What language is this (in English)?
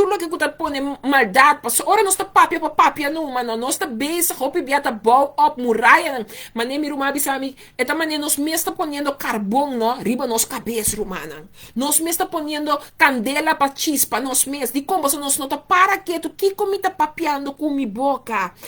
Papiamento